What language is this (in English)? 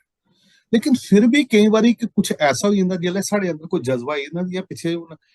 Dogri